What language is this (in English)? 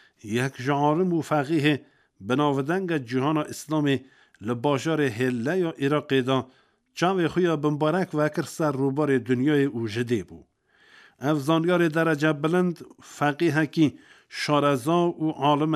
Kurdish